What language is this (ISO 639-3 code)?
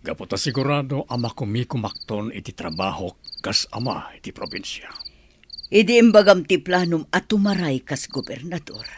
ilo